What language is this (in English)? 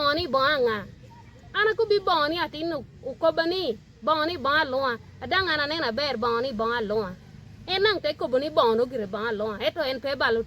Acoli